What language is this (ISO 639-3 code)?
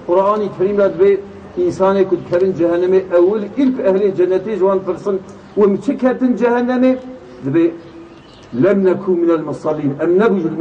kur